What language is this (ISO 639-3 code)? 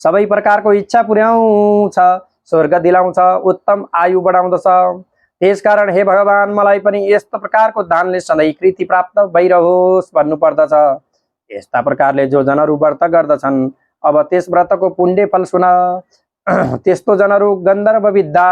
nep